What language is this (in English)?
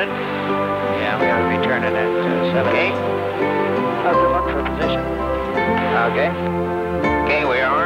English